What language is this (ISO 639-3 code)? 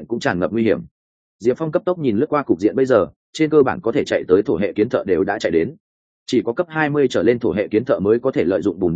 vie